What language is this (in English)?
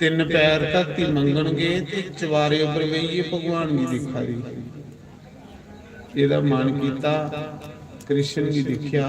Dogri